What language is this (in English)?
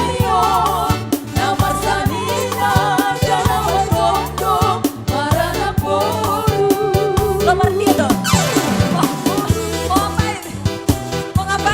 Batak Simalungun